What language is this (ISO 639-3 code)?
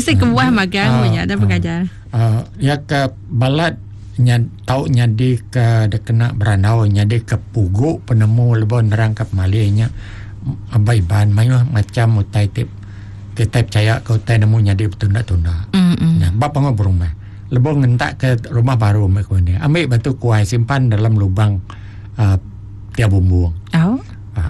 iba